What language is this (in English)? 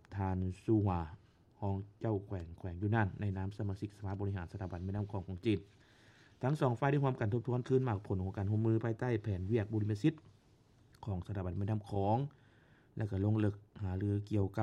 Lao